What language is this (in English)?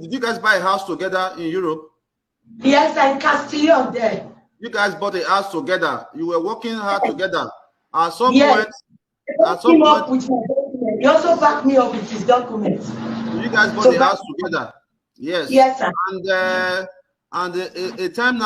Nigerian Pidgin